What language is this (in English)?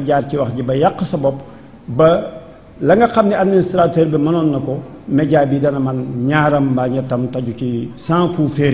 Wolof